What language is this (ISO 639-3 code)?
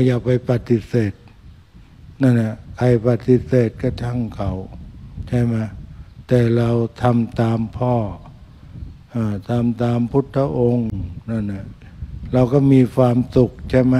tha